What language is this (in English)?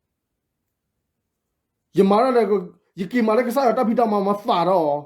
S'gaw Karen